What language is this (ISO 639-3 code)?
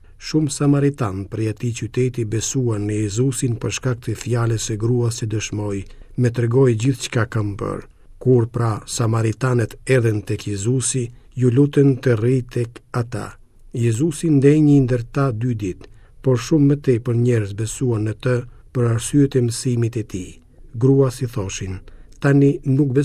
sqi